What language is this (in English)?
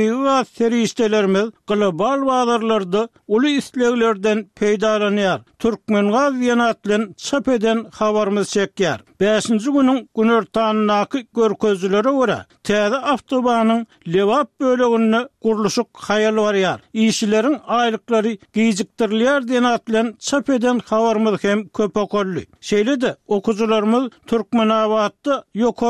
Turkmen